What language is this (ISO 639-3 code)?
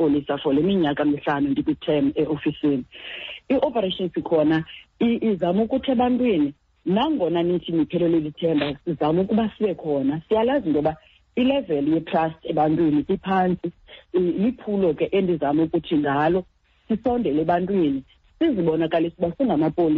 xho